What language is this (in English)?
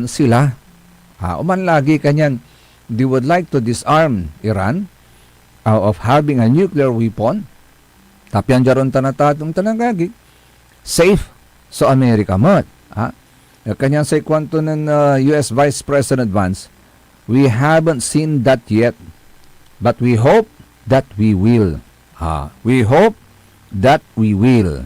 Pangasinan